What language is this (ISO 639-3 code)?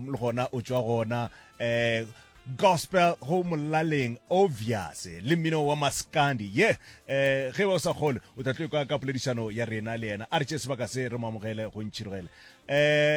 nso